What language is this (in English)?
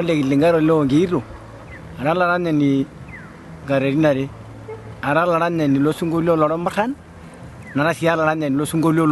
Masai